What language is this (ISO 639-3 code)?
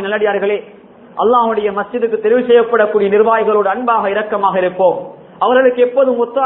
tam